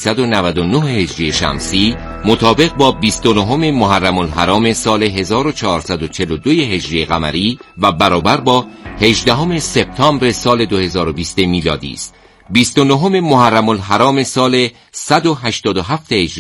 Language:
Persian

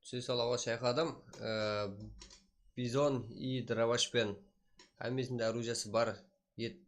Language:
Kara-Kalpak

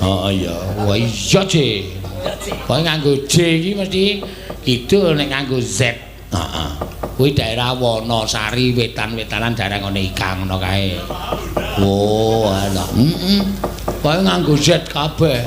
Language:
Javanese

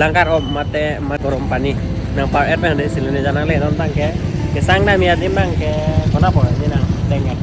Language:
Karbi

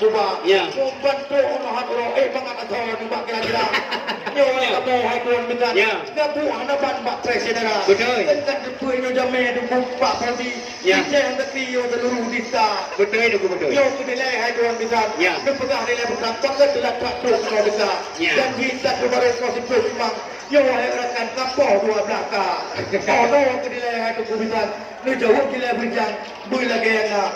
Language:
Achinese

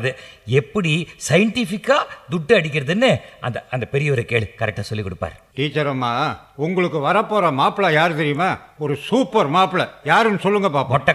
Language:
Tamil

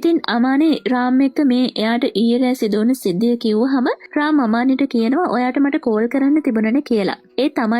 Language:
Sinhala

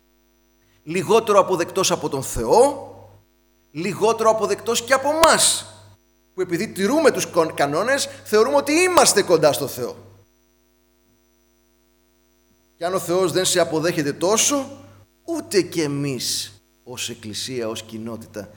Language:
Greek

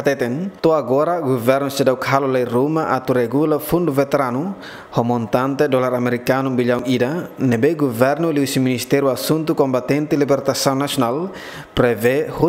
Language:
Tetum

